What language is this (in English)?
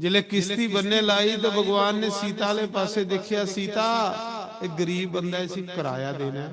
Dogri